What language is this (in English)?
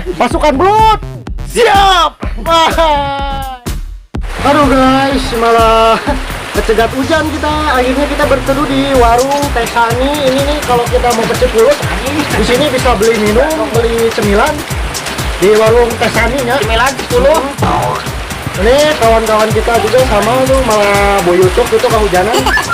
Betawi